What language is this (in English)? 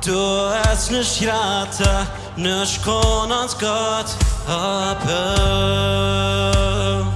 Plautdietsch